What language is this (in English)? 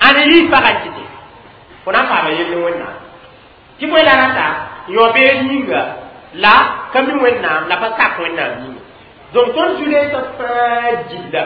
Mossi